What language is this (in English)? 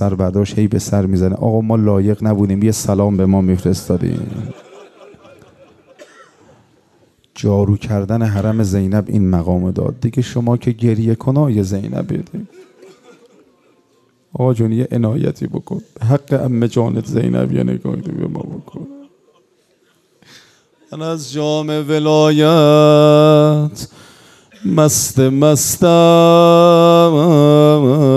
Persian